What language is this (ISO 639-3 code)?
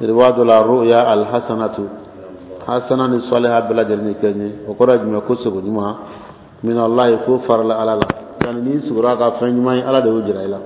bam